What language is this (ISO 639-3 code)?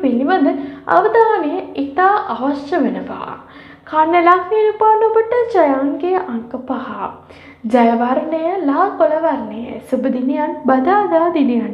sin